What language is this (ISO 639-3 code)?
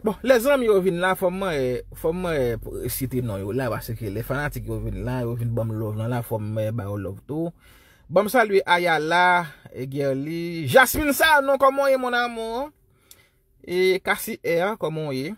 hat